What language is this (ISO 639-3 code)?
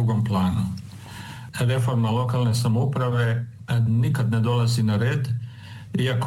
hrv